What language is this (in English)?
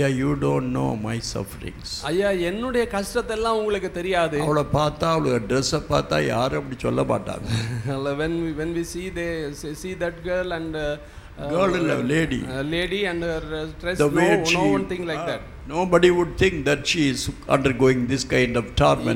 Tamil